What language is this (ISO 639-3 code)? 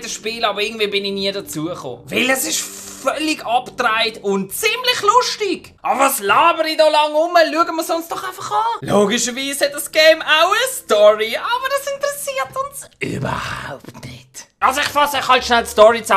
gsw